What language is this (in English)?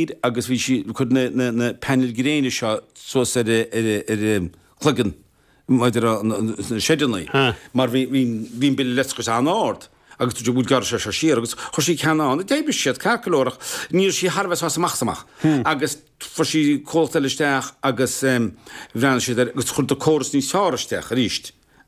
Irish